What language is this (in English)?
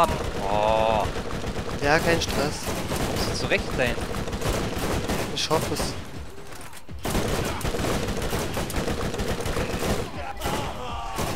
German